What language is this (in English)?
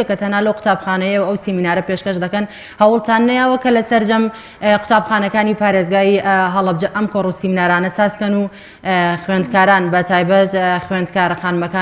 Central Kurdish